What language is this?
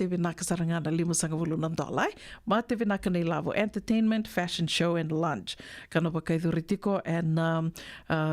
Fijian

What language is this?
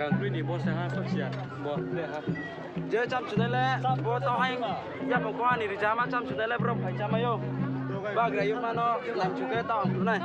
Riang (India)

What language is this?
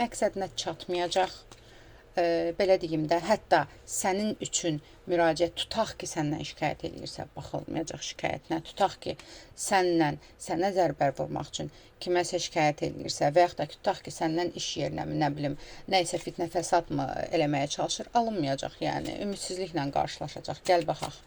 Azerbaijani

